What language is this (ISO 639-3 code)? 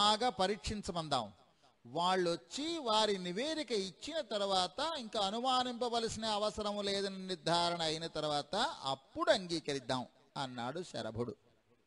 tel